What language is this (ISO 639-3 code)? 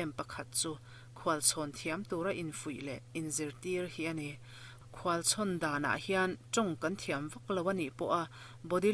lus